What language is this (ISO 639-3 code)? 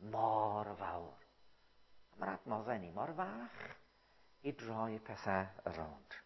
cym